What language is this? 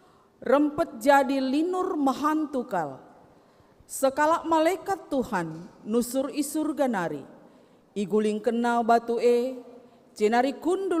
Batak Karo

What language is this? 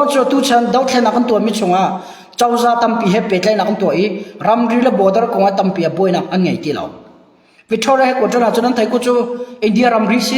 Hakha Chin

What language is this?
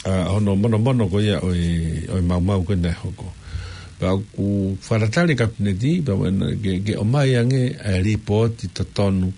Tongan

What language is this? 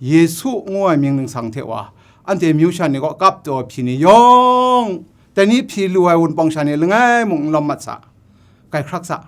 Kachin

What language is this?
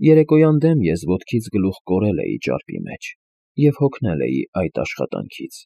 Armenian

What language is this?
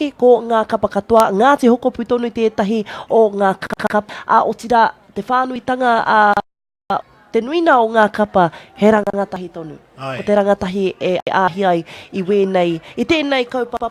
Māori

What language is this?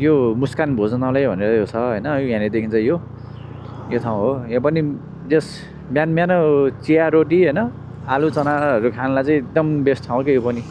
Nepali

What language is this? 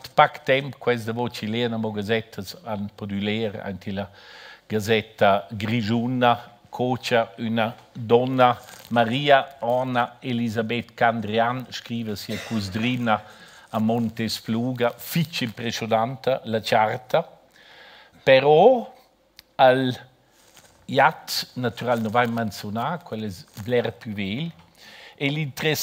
Romansh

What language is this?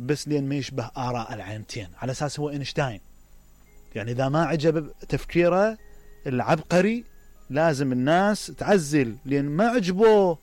Mesopotamian Arabic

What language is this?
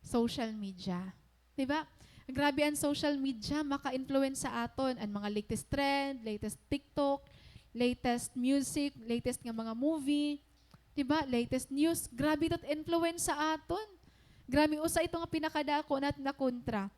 Waray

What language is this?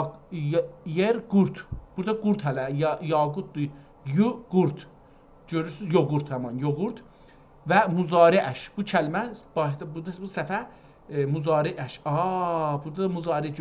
South Azerbaijani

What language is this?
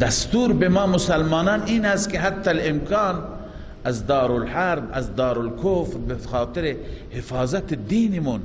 Persian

